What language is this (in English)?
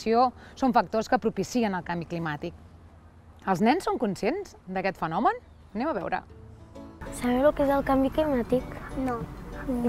Catalan